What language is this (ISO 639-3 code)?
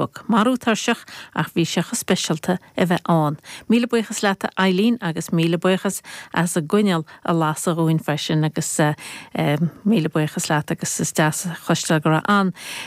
gle